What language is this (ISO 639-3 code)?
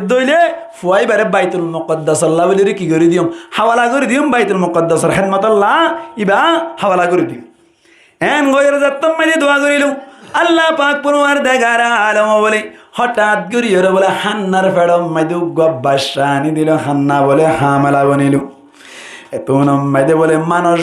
rhg